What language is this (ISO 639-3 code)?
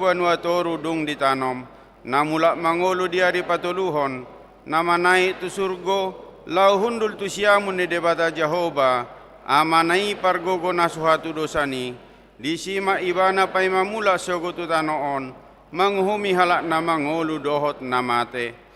bbc